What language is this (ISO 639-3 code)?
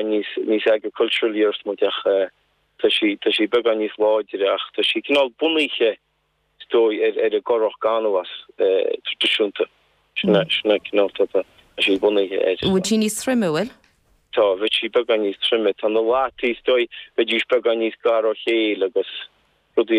gle